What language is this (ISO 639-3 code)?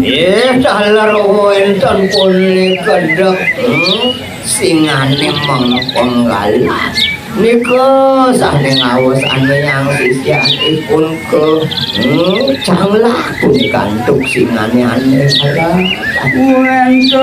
ban